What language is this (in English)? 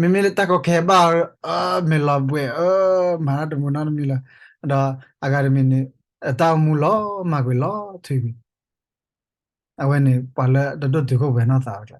S'gaw Karen